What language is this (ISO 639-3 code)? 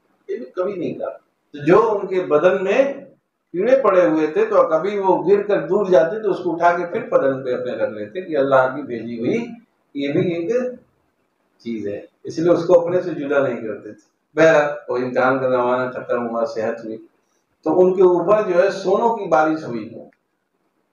urd